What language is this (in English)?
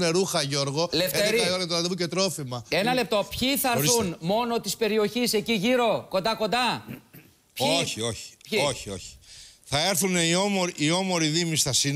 Greek